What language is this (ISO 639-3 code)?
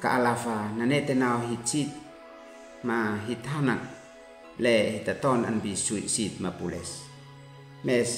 aoz